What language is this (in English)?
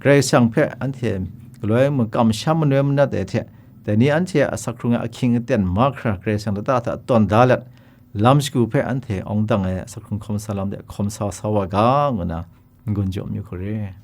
Kachin